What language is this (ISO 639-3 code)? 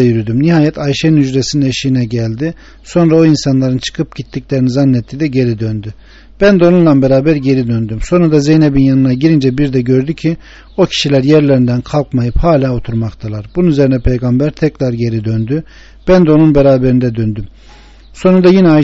tur